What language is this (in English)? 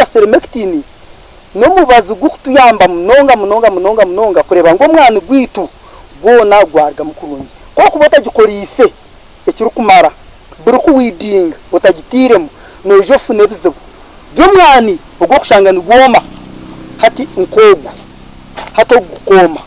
Nyankole